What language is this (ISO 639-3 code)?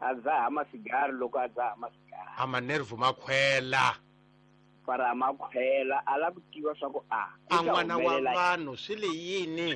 tso